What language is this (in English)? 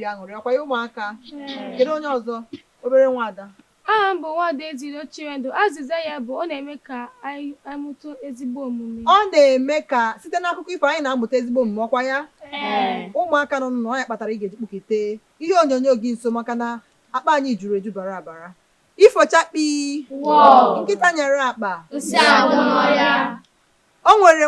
Igbo